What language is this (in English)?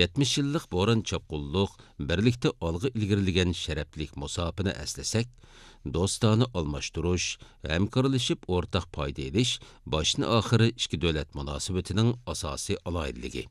Uyghur